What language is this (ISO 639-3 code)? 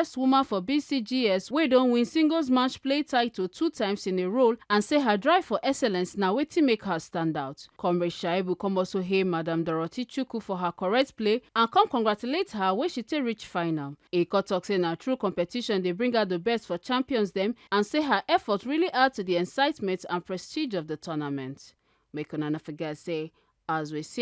pcm